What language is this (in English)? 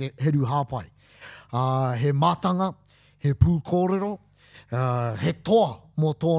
Māori